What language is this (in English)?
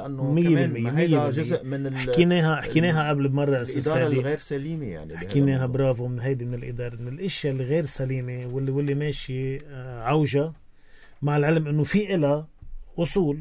North Levantine Arabic